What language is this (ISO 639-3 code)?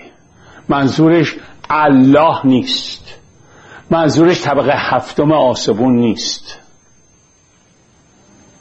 fas